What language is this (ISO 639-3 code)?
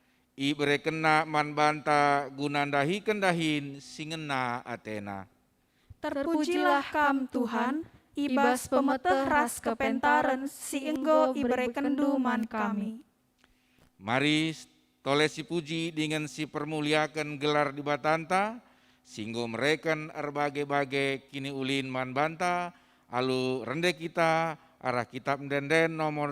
btx